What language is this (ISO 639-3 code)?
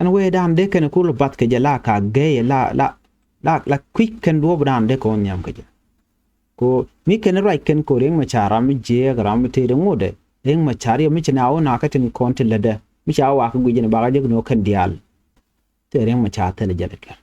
nus